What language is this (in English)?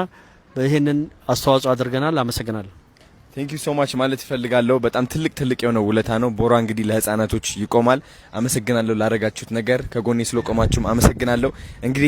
Amharic